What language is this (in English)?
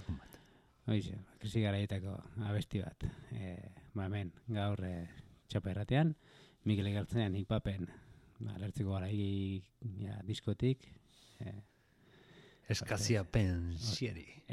Basque